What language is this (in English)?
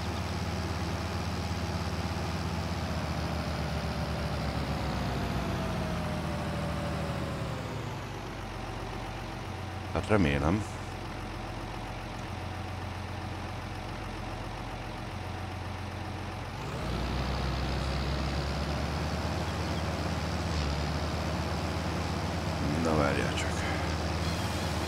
Hungarian